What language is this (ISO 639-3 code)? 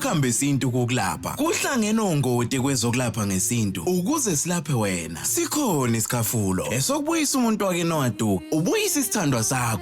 zul